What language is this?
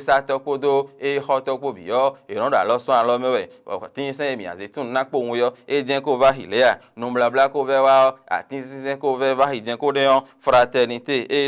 Fon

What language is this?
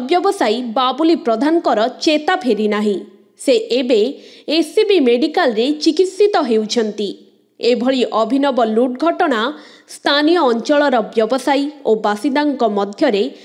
Odia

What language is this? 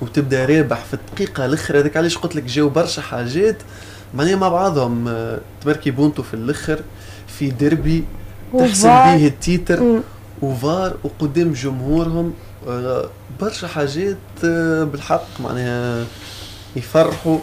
Tunisian Arabic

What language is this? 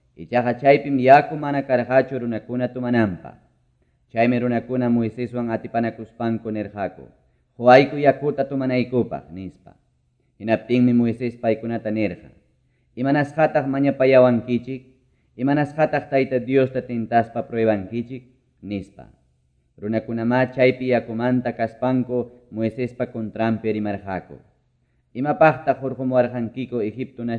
Quechua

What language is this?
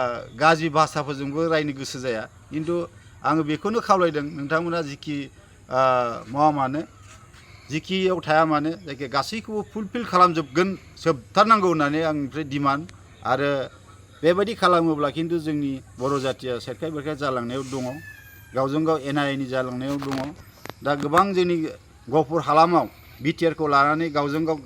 Bodo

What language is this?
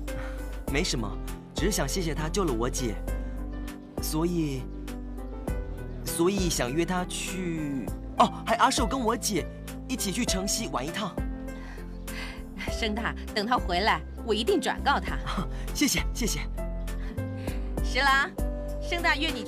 Chinese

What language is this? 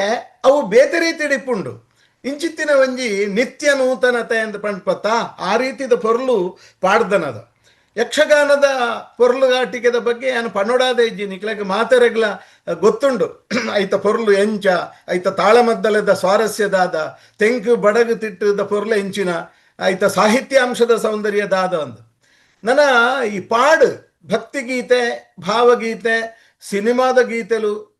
Tulu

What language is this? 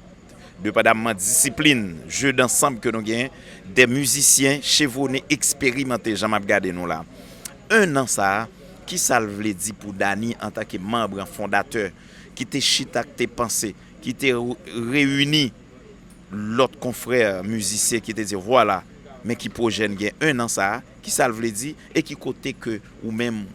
Haitian Creole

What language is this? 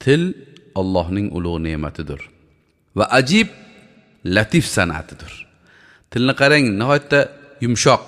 Uzbek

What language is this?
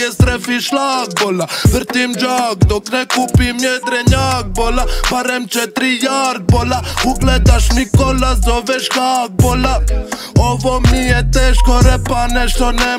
Croatian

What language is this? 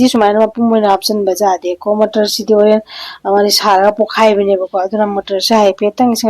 Manipuri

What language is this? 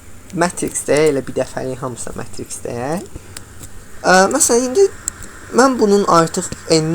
Azerbaijani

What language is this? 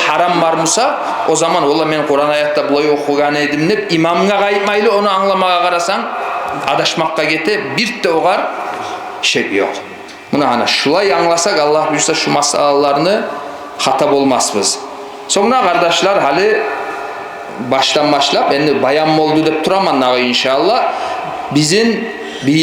Kumyk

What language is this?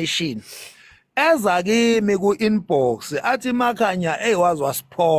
Zulu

